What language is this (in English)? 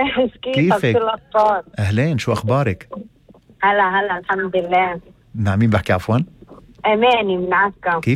North Levantine Arabic